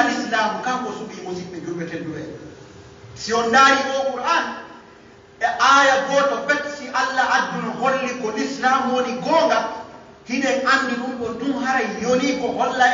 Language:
Pular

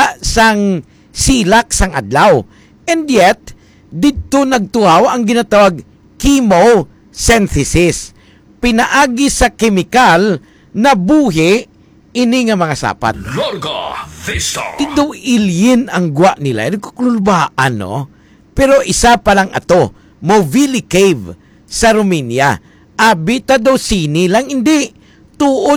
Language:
Hiligaynon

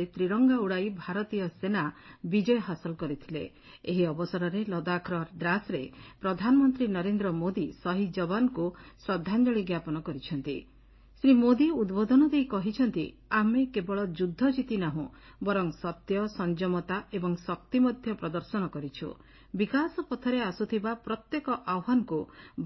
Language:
Odia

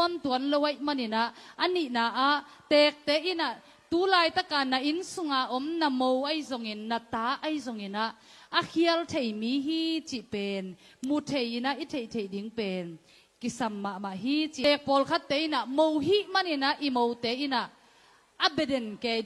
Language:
Tedim Chin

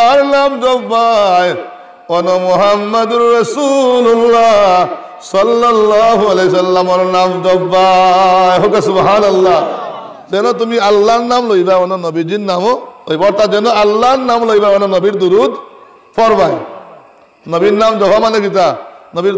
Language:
Sylheti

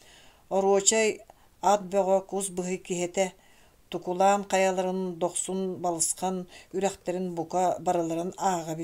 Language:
Yakut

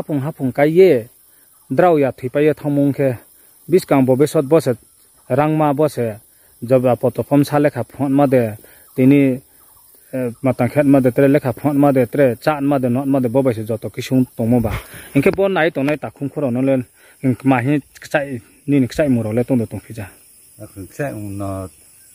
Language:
Riang (India)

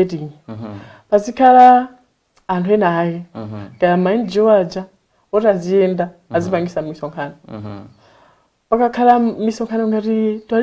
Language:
Nyanja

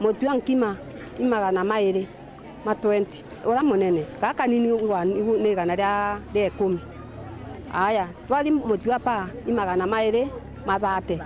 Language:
Meru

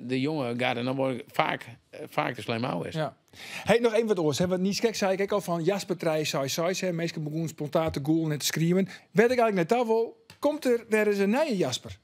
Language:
Western Frisian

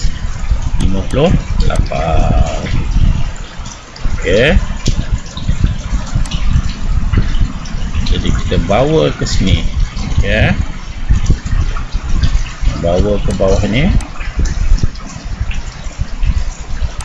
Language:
Malay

